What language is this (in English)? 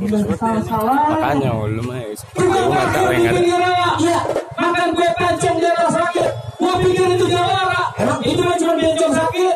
Betawi